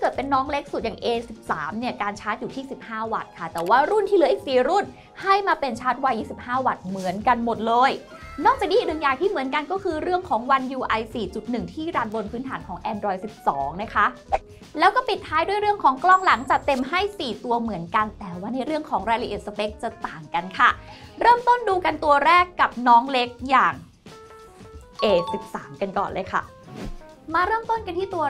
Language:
Thai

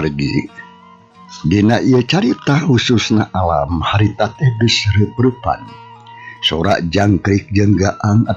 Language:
Sundanese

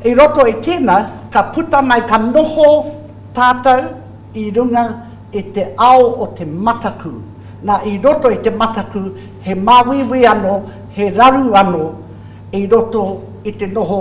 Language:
Māori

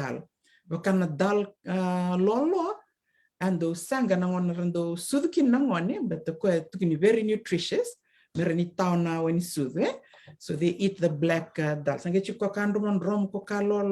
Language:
Fijian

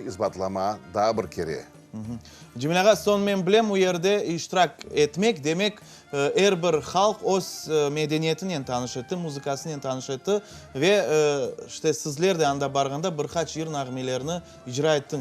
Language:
Crimean Tatar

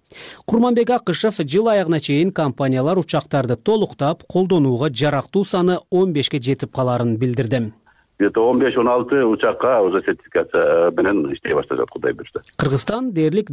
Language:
Kyrgyz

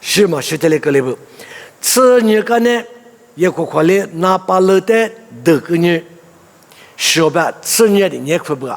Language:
Lisu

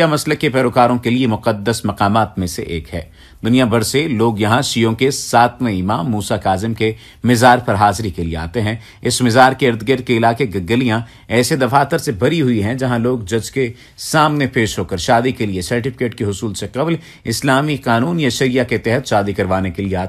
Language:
Urdu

